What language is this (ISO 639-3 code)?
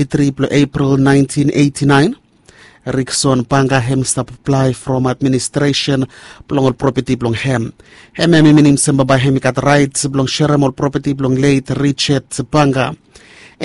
bis